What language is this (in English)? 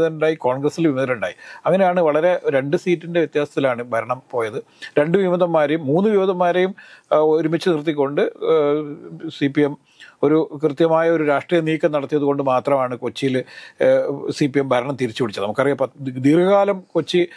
Malayalam